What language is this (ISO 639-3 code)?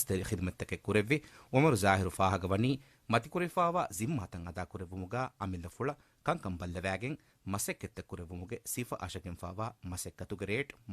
div